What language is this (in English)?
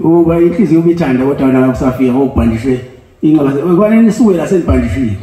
Zulu